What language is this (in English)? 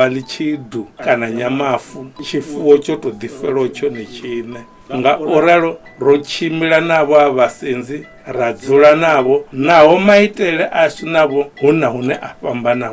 Venda